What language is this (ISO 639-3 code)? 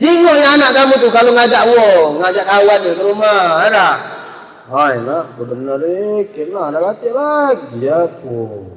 mui